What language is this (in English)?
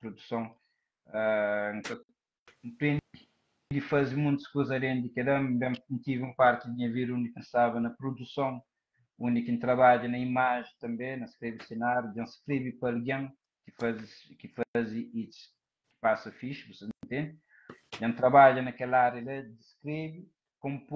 Kabuverdianu